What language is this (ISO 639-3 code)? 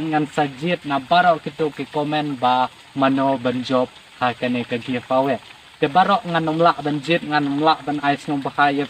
kha